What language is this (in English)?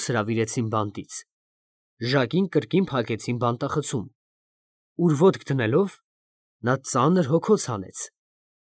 Armenian